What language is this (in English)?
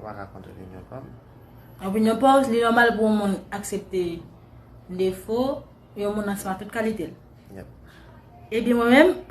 Haitian Creole